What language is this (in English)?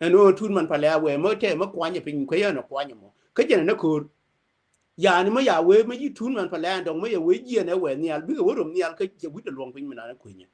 Nuer